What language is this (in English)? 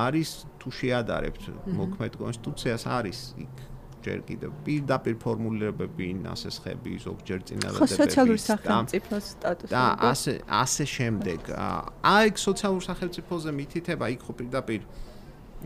Georgian